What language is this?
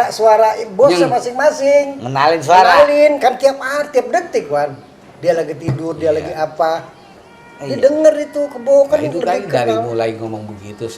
Betawi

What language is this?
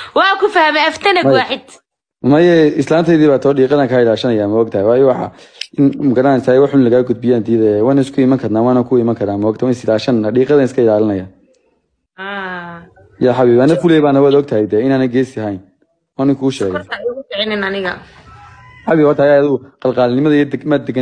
Somali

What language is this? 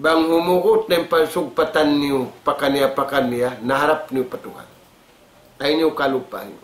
Tausug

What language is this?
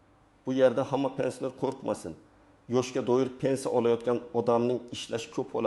Uzbek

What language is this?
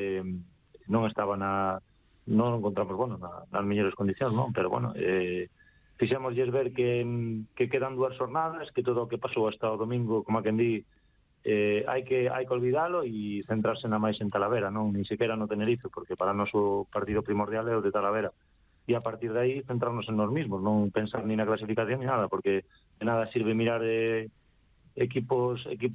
Galician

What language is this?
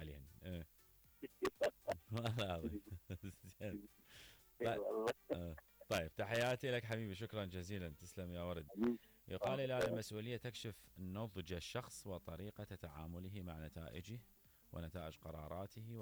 Mesopotamian Arabic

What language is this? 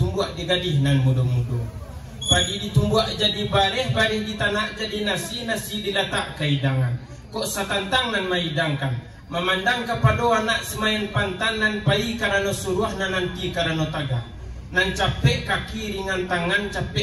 Minangkabau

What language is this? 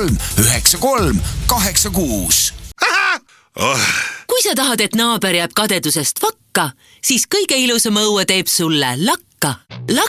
Estonian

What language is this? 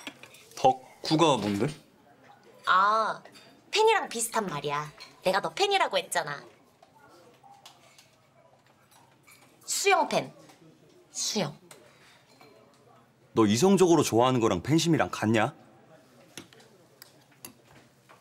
Korean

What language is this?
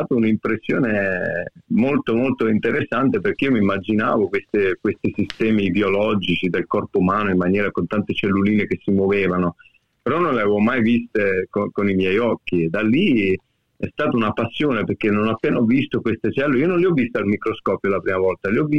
Italian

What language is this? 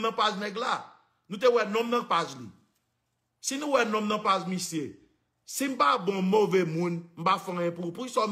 Haitian Creole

